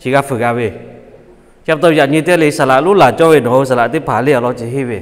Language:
Lahu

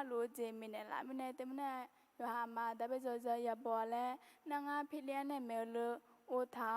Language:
Akha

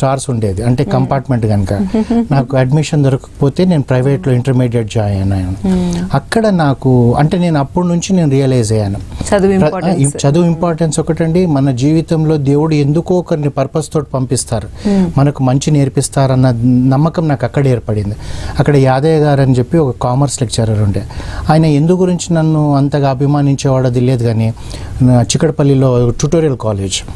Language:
Telugu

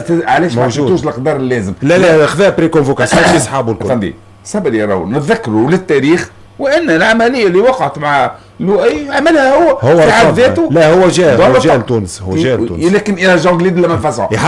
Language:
Tunisian Arabic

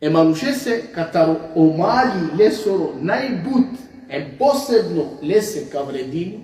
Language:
Balkan Romani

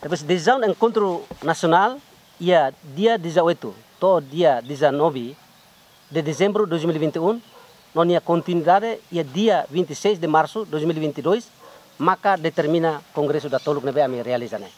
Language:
Tetum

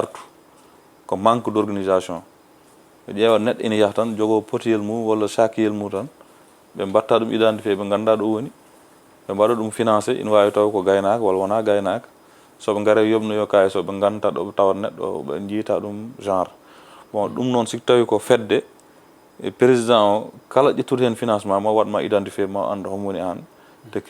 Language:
Fula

